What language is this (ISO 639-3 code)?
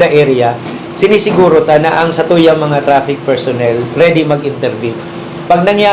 bik